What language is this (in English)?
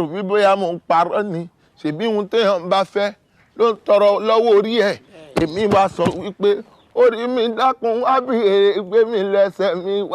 Yoruba